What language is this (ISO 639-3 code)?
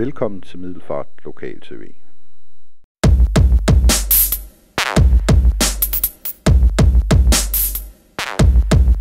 dan